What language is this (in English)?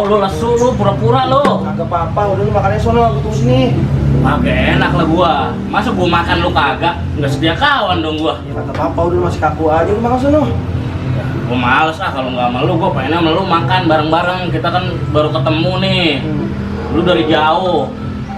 Betawi